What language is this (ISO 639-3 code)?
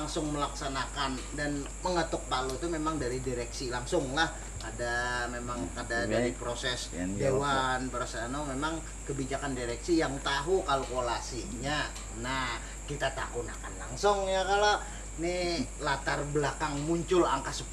bjn